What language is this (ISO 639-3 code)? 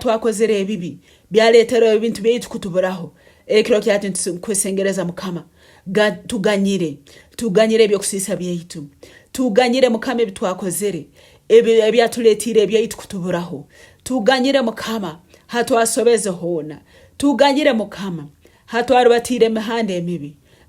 nyn